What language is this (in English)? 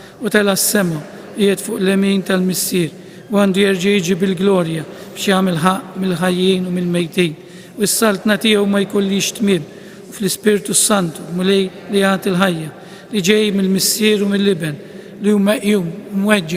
Maltese